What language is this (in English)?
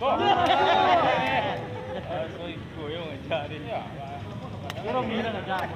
Minangkabau